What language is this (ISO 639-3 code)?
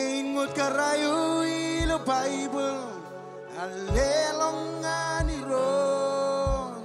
mah